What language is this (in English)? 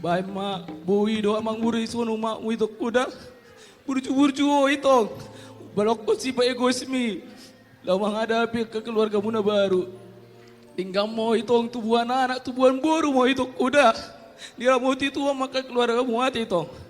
Batak Toba